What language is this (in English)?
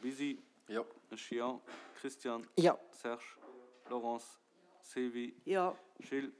Luxembourgish